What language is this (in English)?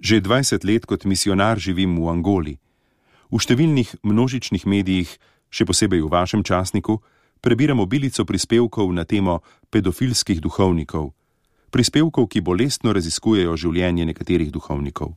Slovenian